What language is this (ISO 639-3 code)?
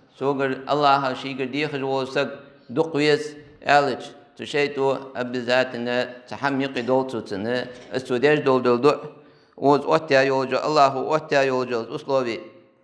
inh